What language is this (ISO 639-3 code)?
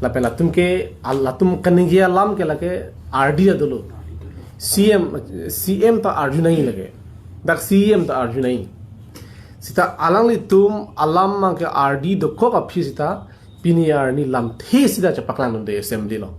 mjw